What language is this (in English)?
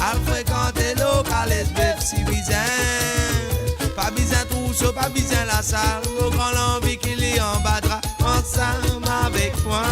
Morisyen